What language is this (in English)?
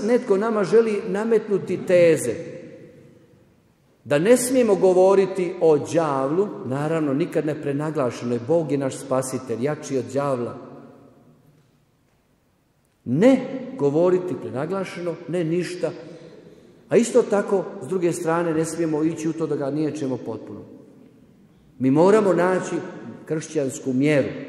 Croatian